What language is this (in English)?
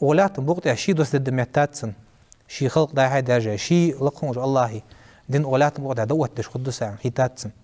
Ingush